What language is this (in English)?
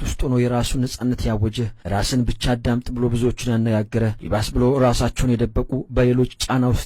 Amharic